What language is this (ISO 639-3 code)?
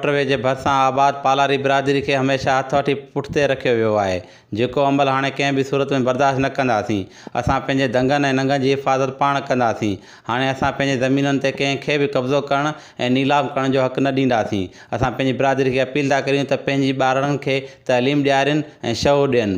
snd